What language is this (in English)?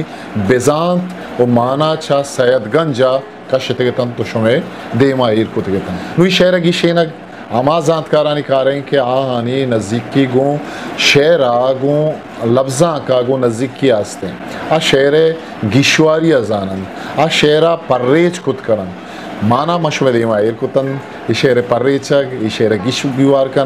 Eastern Balochi